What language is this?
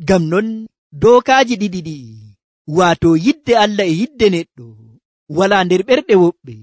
Nigerian Fulfulde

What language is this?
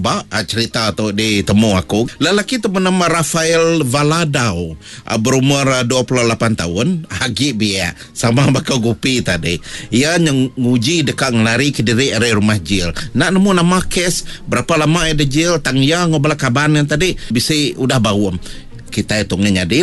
Iban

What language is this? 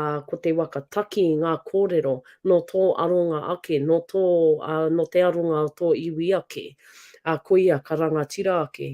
Māori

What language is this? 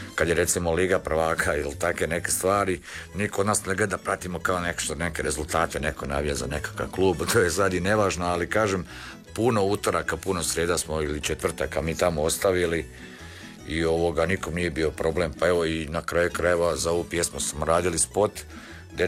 Croatian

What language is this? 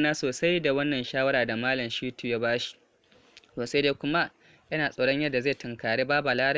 Hausa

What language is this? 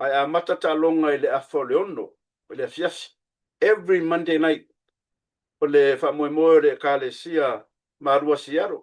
Samoan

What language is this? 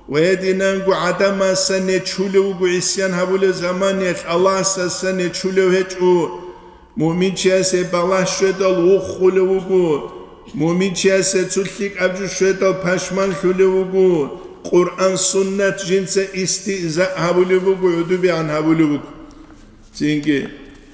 Avaric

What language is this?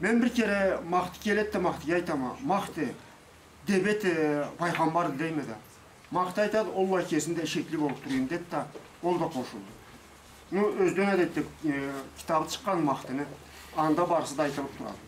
Karachay-Balkar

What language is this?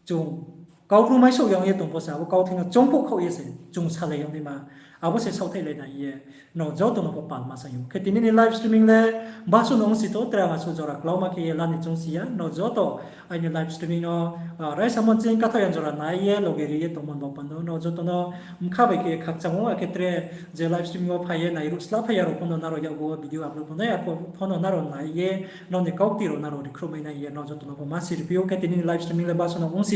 Riang (India)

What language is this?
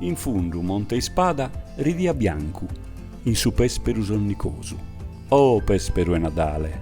Sardinian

